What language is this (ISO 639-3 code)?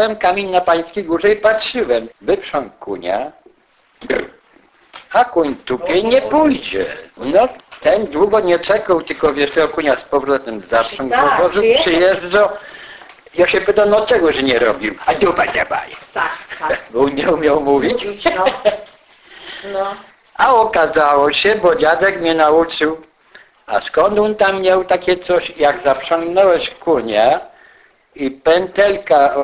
pol